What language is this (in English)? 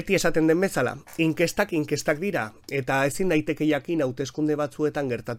Basque